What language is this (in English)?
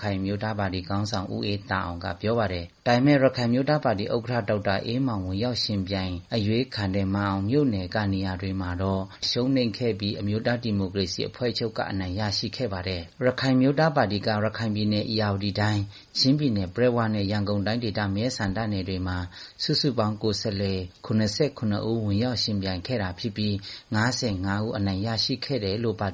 Burmese